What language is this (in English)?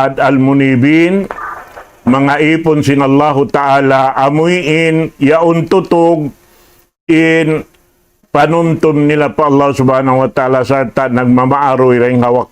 Tausug